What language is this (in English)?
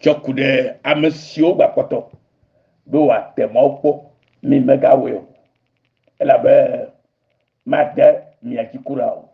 Ewe